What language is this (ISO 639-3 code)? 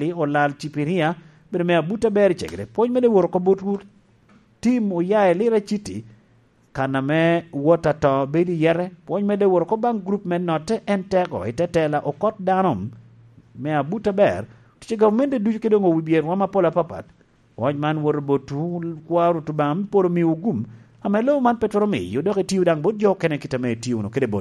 laj